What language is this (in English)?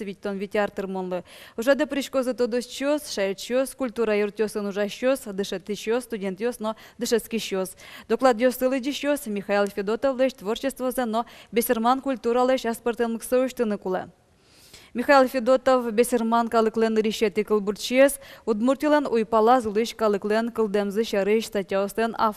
Udmurt